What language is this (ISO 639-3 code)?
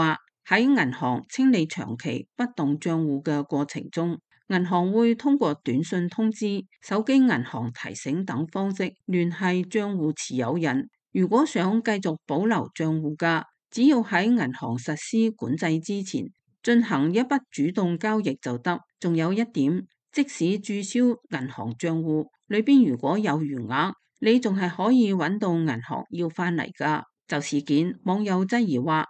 yue